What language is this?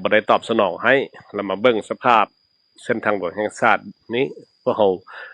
Lao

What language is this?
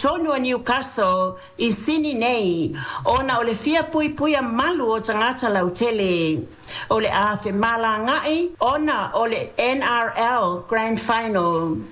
Samoan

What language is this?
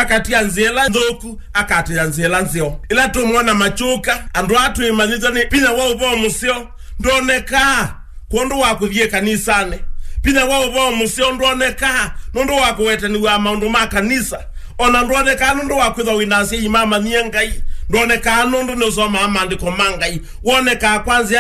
Kamba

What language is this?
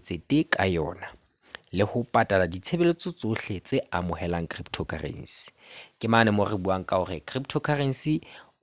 Southern Sotho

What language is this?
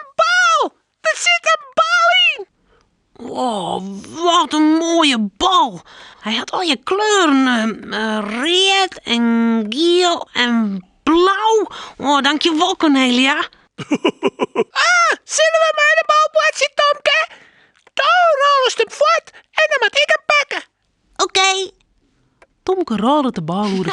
Western Frisian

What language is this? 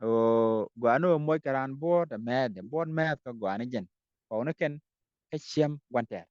Nuer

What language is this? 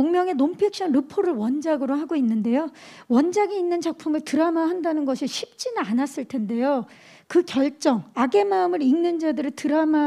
Korean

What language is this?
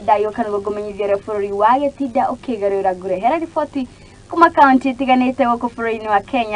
Kikuyu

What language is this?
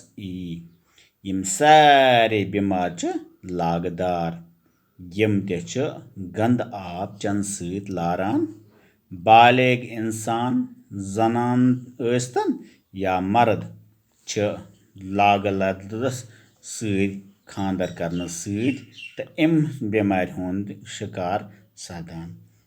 Kashmiri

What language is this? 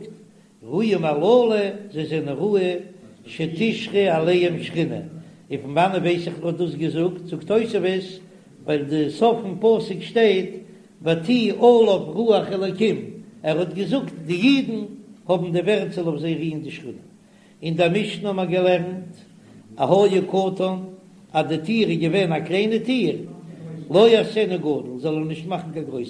Yiddish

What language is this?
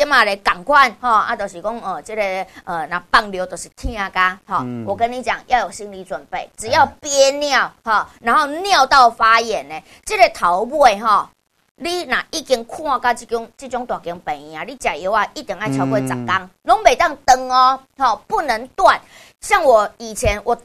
Min Nan Chinese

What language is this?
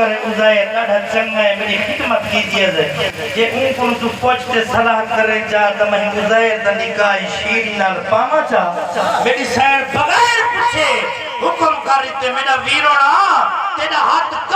Saraiki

